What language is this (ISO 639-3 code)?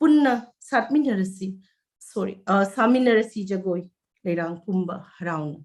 mni